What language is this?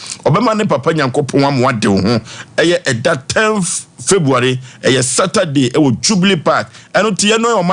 Akan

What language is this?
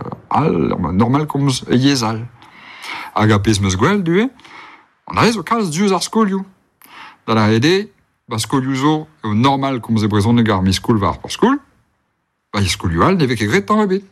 Breton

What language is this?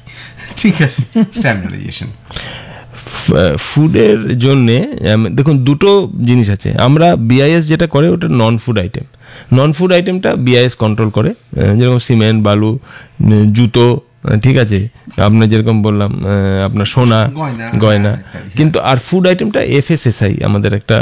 Bangla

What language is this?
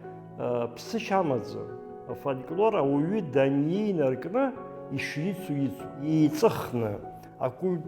Abkhazian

